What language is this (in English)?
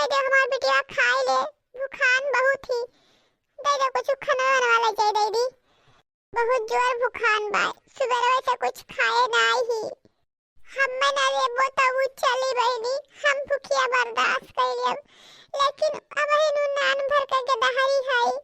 Awadhi